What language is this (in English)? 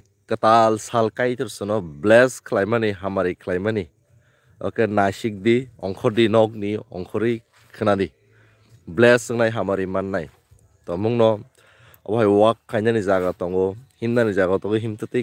Kok Borok